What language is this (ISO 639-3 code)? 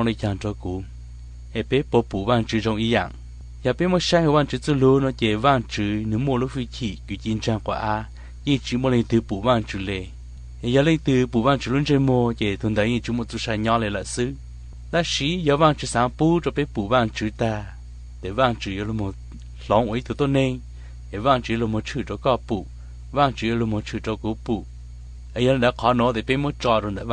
hmn